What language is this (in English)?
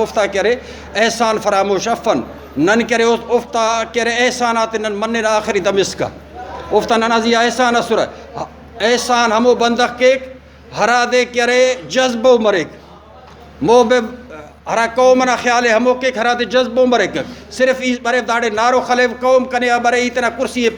Brahui